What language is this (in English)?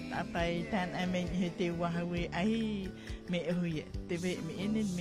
Tahitian